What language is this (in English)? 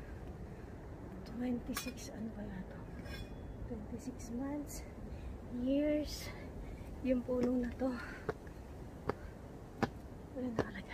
Filipino